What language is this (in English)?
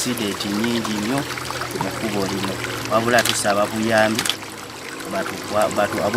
Ganda